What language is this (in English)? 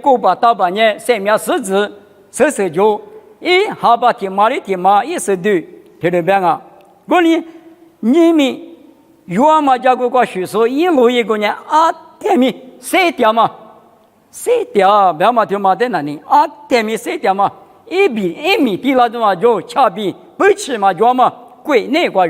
Lisu